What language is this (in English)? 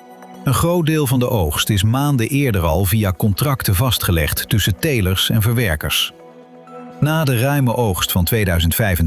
Dutch